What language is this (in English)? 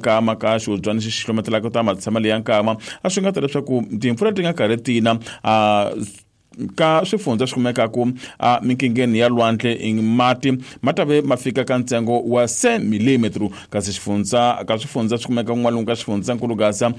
Tsonga